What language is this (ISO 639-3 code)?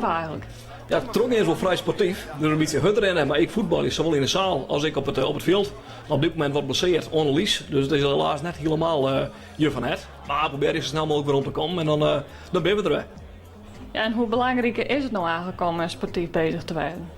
fry